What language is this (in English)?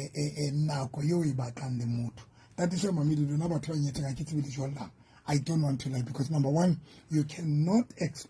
Southern Sotho